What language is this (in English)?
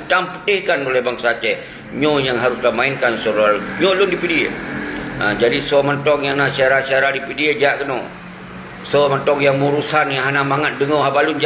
Achinese